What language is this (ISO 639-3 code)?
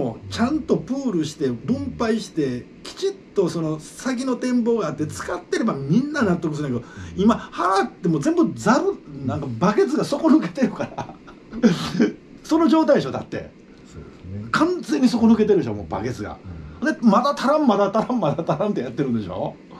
jpn